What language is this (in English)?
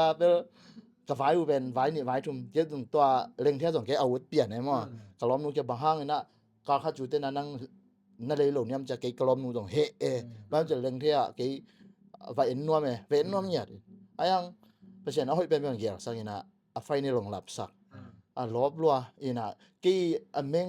Tedim Chin